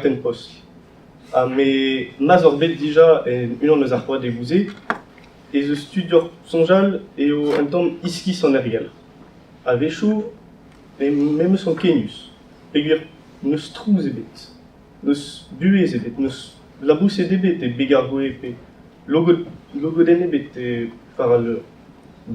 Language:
Breton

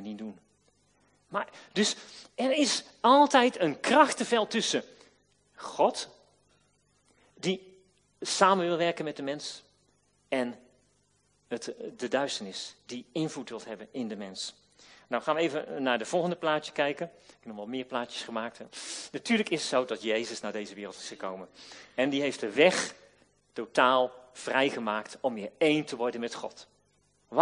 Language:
Dutch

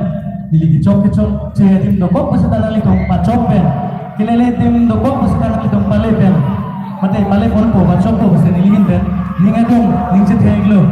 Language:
Karbi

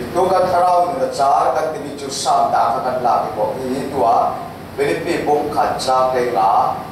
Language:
Falam Chin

